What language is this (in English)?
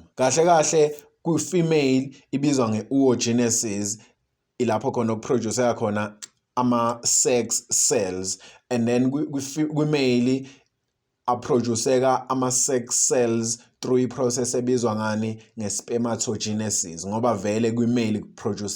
Zulu